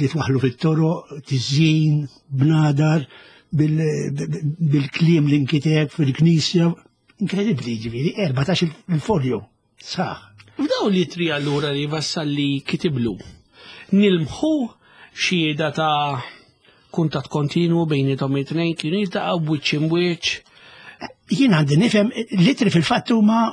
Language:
Maltese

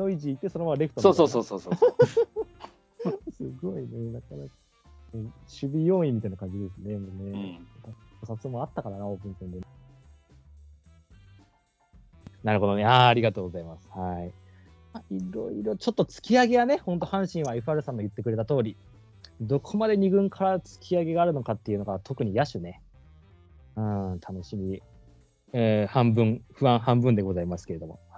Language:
Japanese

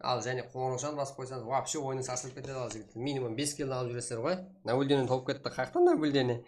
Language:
Kara-Kalpak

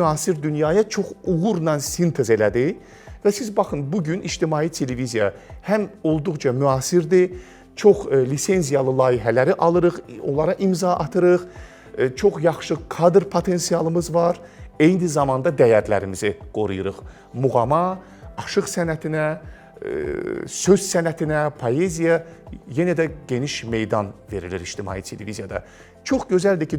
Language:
Azerbaijani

